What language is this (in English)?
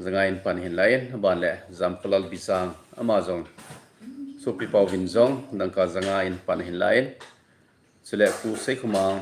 Thado Chin